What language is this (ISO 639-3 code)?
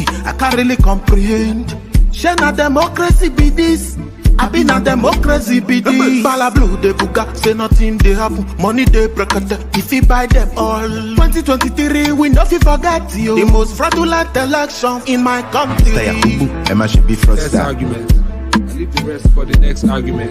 pcm